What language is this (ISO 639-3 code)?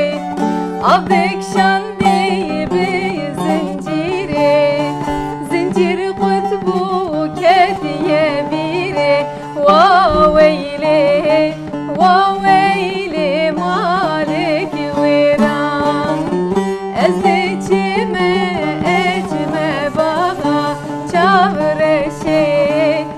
kur